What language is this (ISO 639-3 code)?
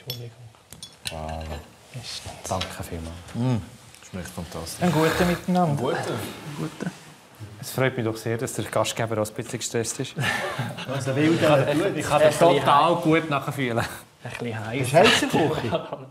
gsw